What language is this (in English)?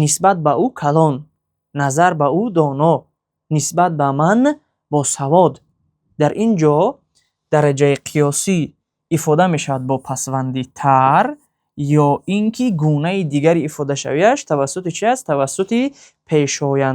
Tajik